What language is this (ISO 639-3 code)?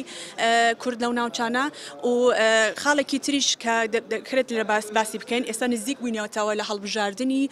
ckb